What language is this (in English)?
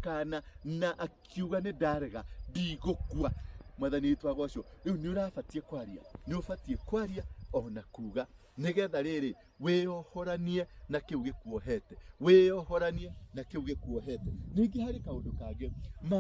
Kikuyu